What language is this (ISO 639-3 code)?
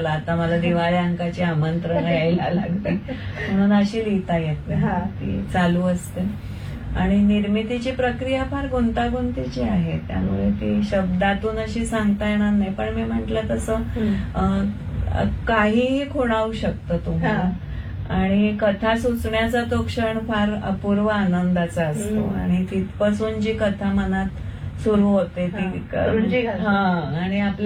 mar